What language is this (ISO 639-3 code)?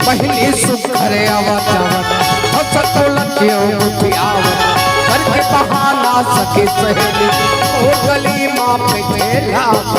hne